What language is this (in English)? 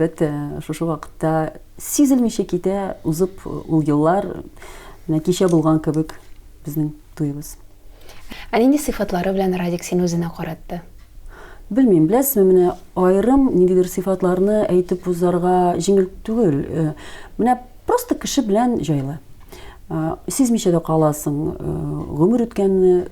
Tatar